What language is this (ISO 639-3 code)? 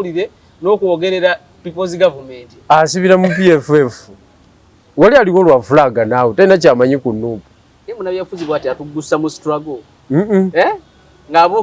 lug